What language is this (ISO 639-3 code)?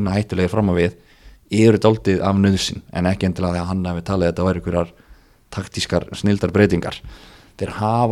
isl